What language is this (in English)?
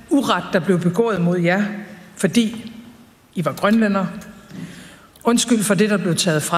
Danish